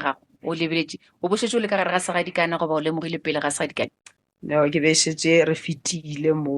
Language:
Northern Sotho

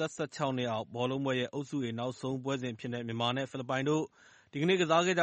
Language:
Burmese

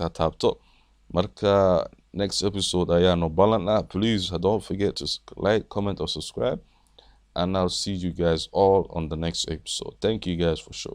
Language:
Somali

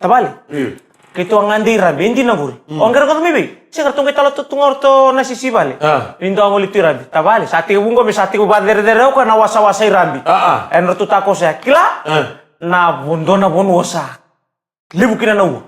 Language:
Fijian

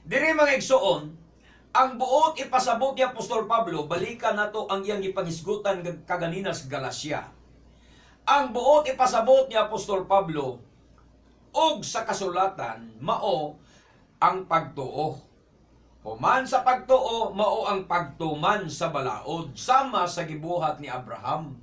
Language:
Cebuano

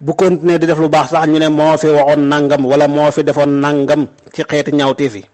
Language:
Wolof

